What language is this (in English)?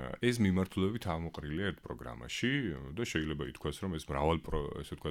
Georgian